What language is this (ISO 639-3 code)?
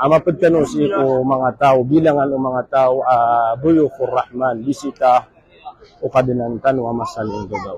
mrw